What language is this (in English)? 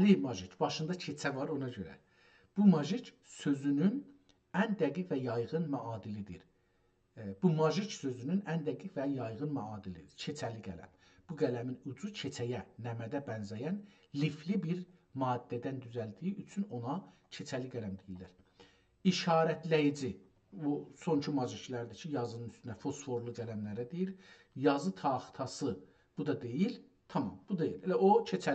South Azerbaijani